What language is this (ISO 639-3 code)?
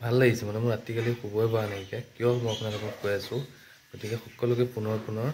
asm